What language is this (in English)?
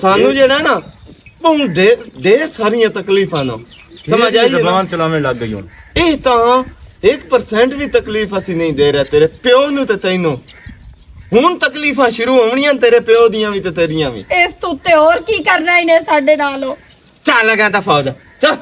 Western Panjabi